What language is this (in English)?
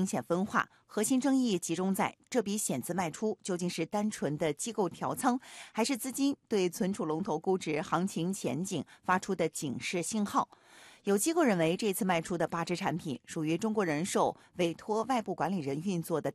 Chinese